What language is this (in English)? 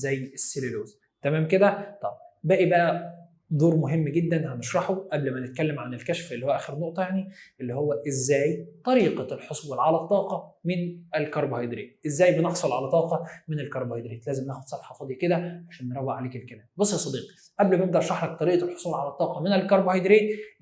Egyptian Arabic